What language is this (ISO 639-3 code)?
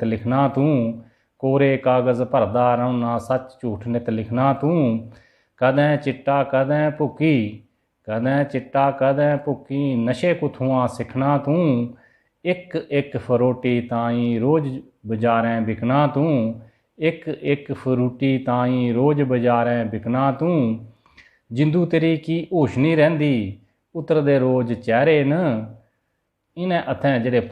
doi